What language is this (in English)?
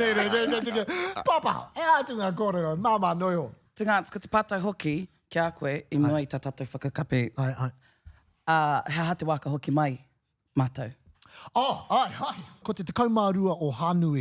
Māori